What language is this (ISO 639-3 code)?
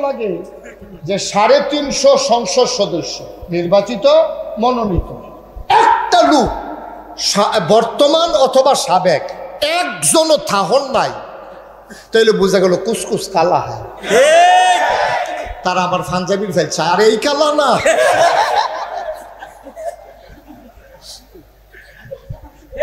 ben